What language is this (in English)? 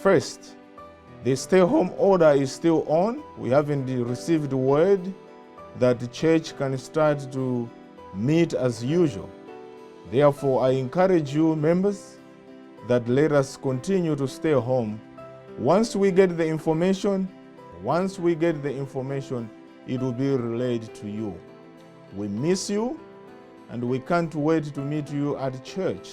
English